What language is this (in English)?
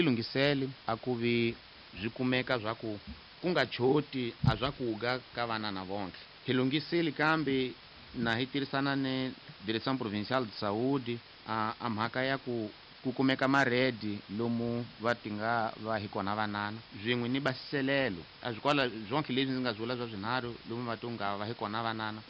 Tsonga